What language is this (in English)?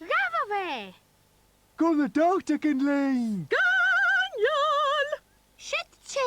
Scottish Gaelic